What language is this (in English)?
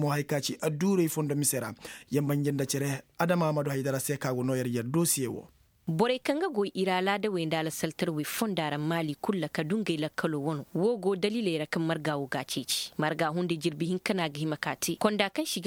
Koyraboro Senni